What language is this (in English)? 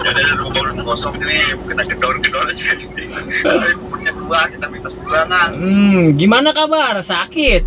Betawi